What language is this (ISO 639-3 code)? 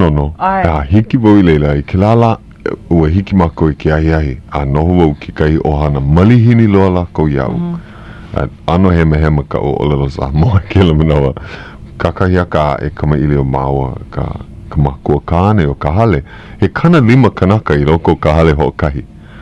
haw